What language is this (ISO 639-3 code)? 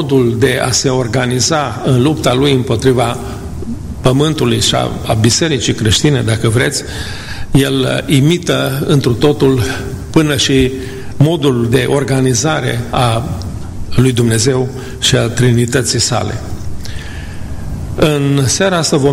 ron